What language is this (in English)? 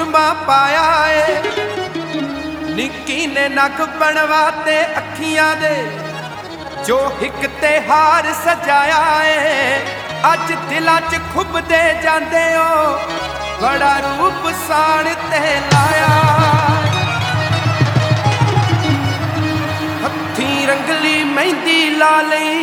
Punjabi